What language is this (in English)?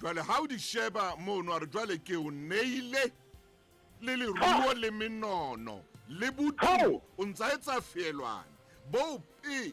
Southern Sotho